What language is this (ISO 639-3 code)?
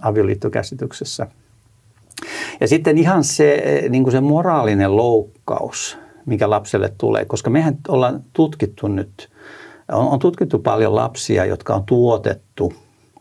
fin